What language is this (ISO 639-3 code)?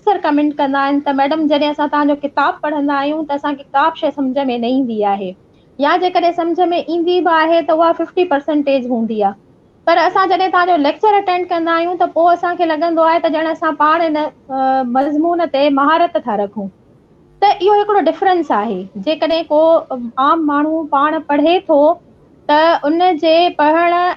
snd